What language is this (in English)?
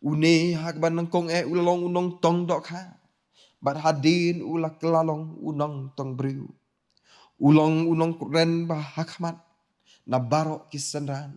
Khasi